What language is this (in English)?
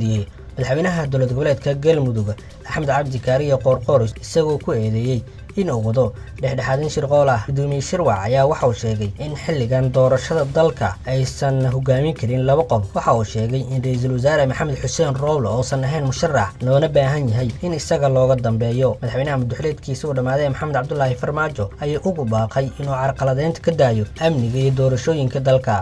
Somali